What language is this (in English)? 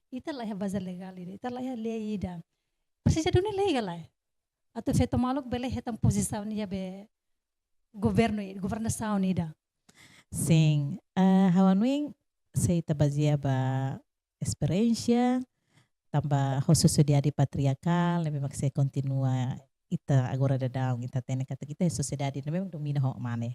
Tetum